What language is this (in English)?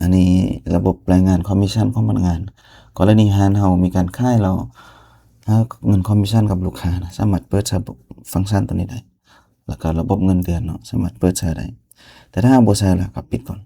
Lao